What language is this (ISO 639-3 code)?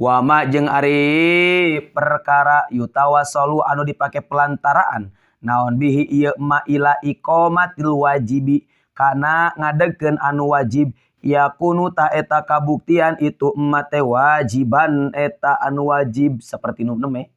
sun